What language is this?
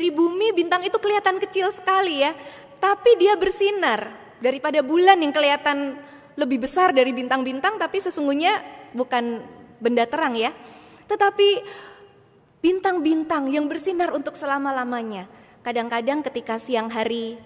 Indonesian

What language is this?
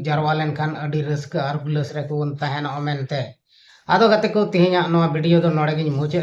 Santali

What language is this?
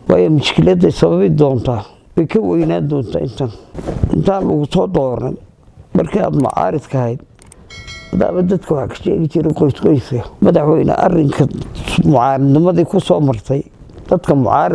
Somali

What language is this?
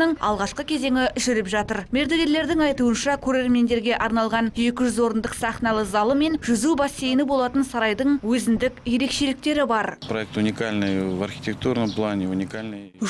Kazakh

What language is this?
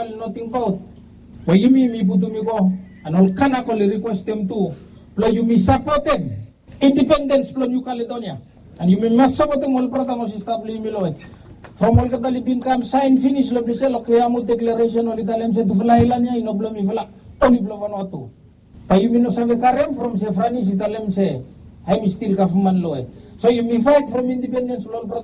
Bislama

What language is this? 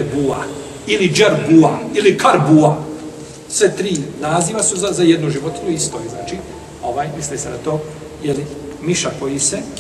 Bosnian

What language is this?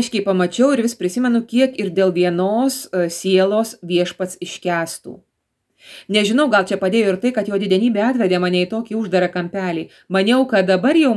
Lithuanian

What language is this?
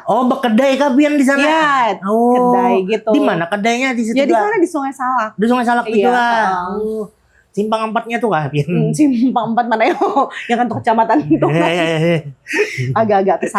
Banjar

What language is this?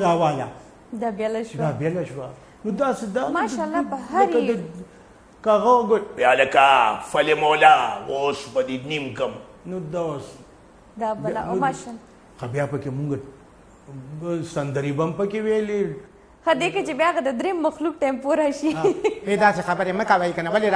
Pashto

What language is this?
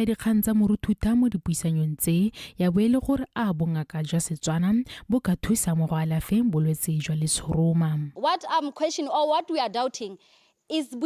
Tswana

